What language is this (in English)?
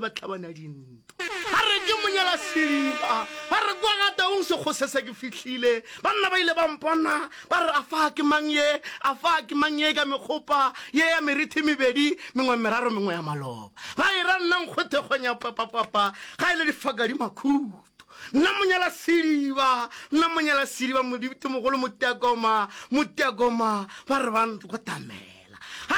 Northern Sotho